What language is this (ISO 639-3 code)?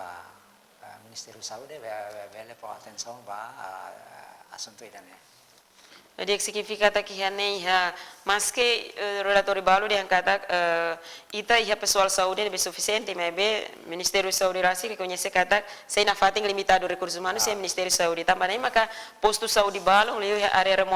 tet